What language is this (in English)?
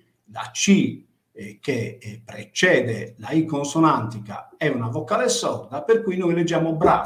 Italian